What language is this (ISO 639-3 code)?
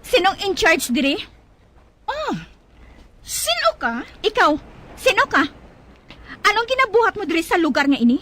hil